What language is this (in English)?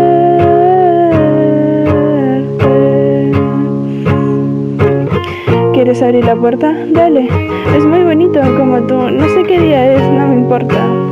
Spanish